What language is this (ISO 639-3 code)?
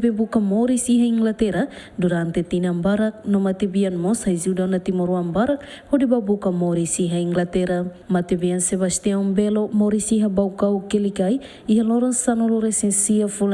tet